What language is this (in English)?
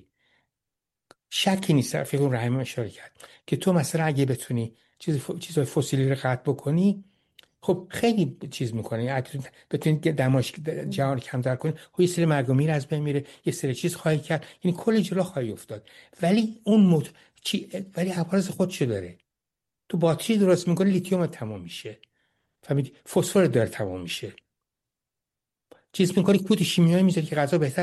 Persian